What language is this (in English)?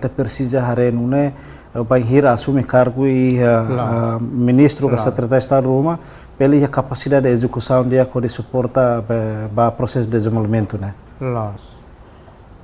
Tetum